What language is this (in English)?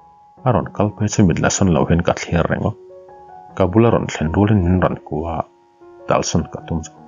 Mizo